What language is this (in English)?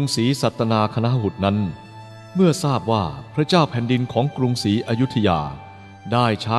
Thai